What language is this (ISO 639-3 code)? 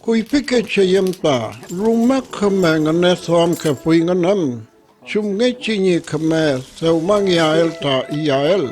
arn